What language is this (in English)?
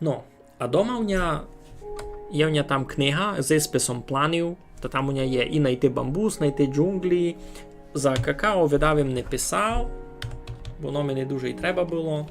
Rusyn